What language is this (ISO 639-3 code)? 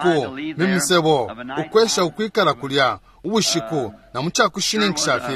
bem